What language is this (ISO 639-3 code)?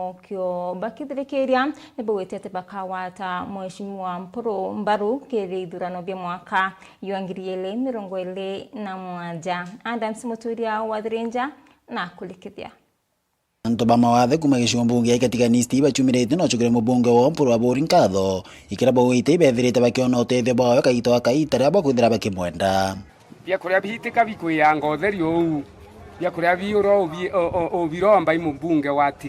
mer